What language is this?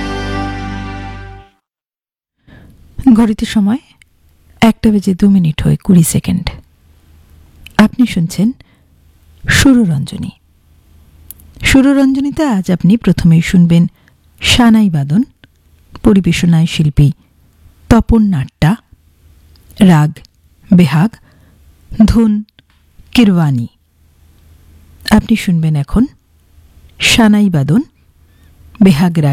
Bangla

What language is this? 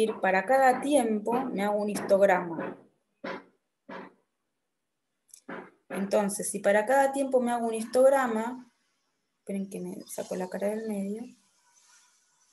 Spanish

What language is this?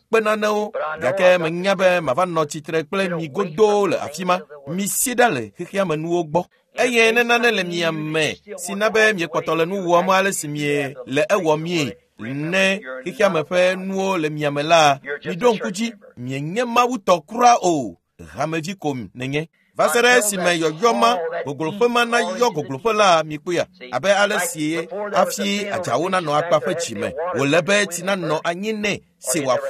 Ewe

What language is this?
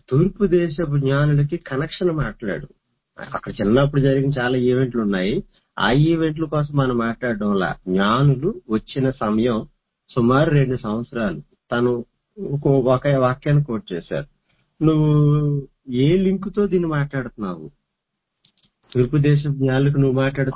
Telugu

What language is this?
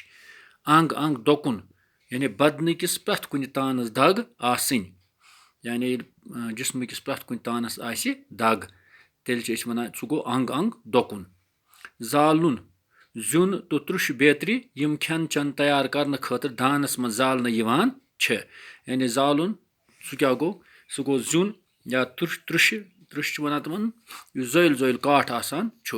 Kashmiri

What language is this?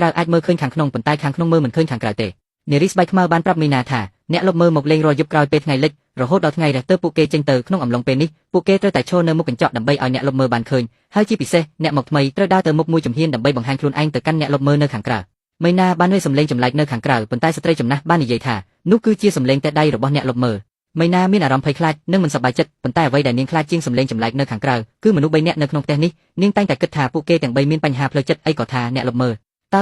Khmer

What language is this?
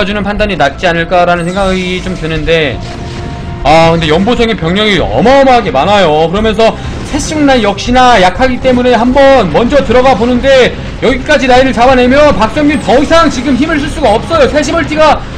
Korean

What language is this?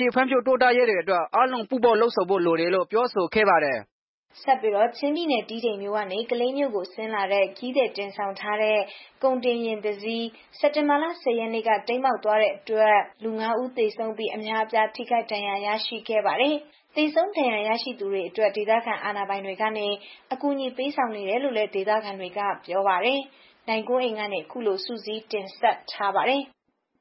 Burmese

